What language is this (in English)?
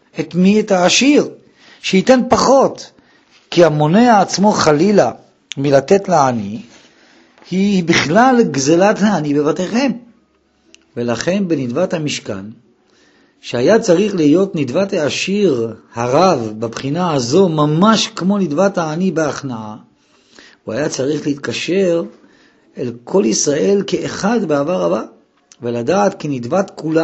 Hebrew